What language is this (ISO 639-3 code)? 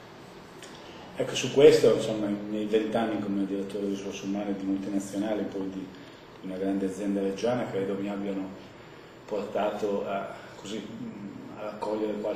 ita